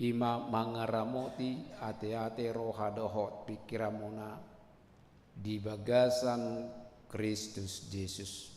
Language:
Batak Toba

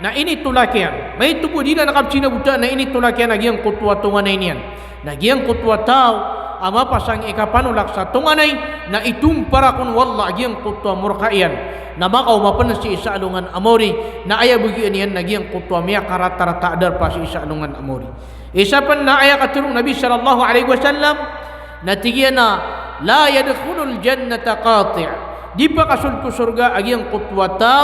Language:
Maranao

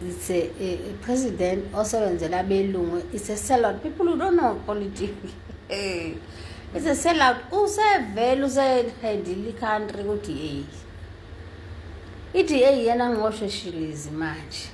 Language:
Zulu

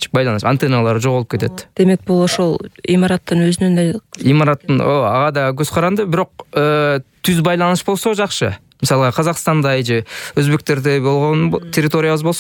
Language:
Kyrgyz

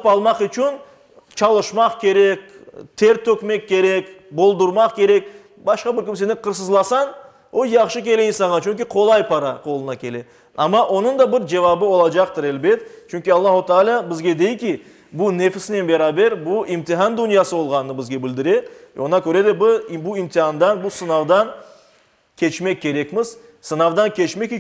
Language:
Crimean Tatar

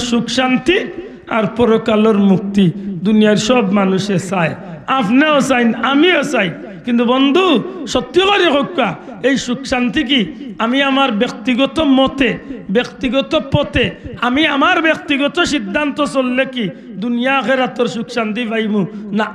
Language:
Sylheti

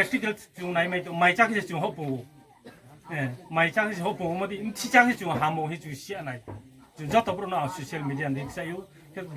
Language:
Riang (India)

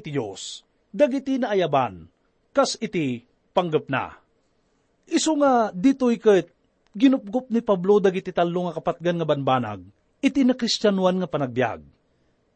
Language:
Iloko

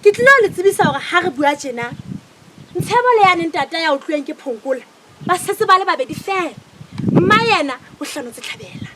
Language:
Southern Sotho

